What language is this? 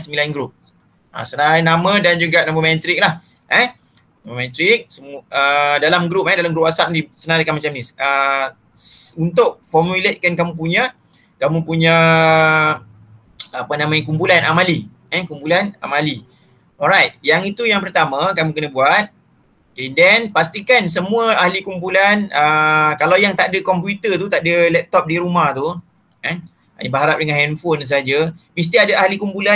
Malay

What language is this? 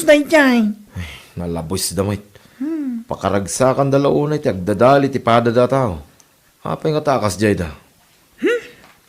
Iloko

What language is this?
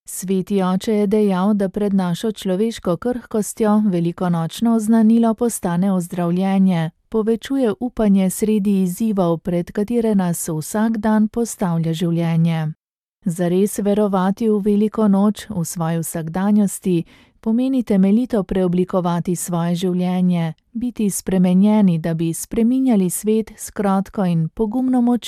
Slovenian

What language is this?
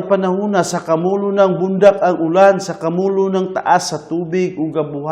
Cebuano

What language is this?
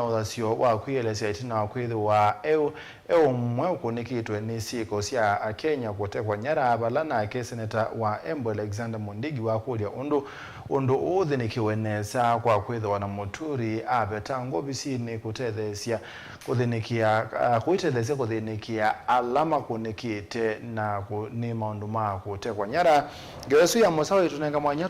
Kamba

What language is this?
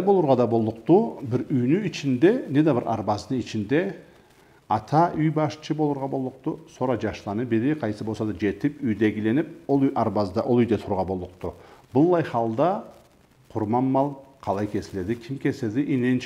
Karachay-Balkar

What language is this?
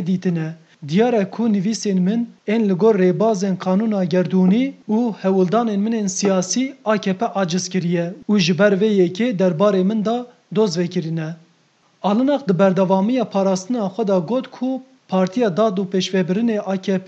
Kurdish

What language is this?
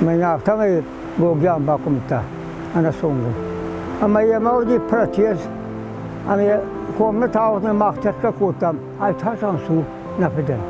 Ossetic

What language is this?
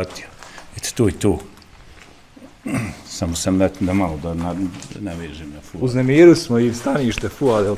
Bosnian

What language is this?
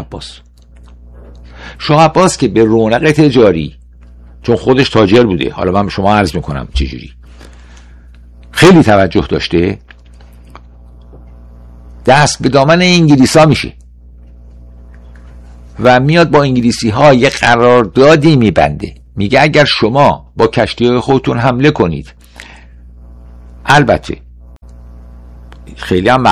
Persian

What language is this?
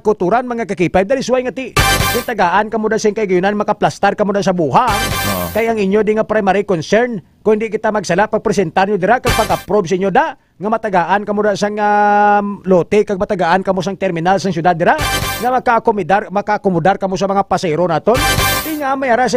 Hiligaynon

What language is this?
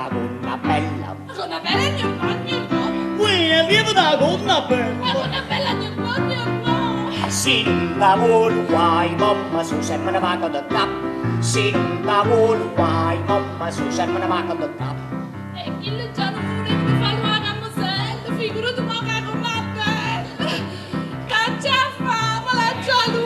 Neapolitan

